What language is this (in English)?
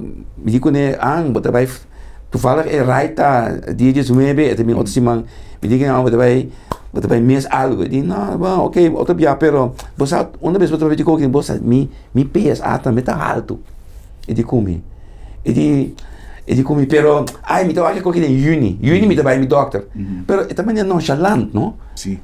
Papiamento